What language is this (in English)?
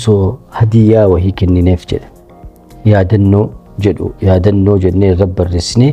Oromo